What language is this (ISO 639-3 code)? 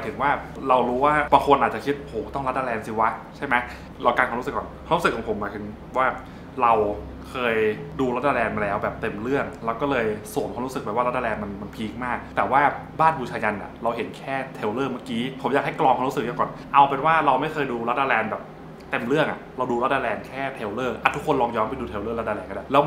tha